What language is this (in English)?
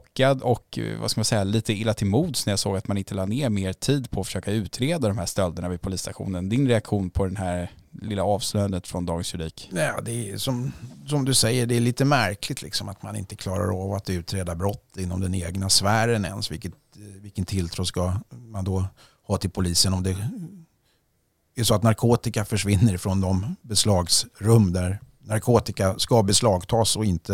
Swedish